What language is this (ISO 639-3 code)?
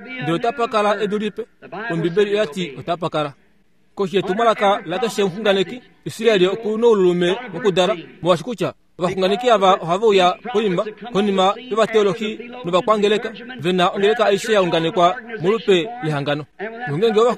kua